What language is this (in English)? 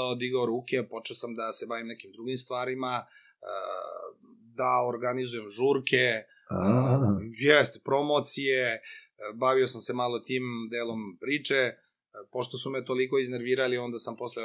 Serbian